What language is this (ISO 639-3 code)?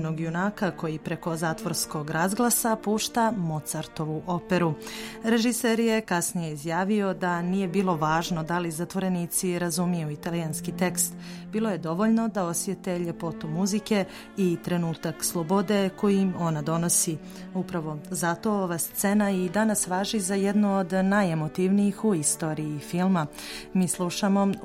srp